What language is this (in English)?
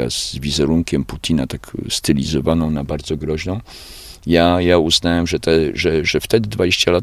Polish